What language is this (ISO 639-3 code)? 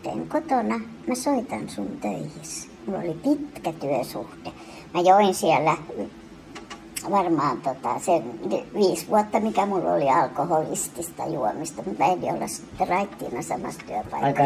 fin